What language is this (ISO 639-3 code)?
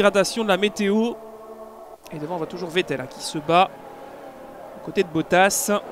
fra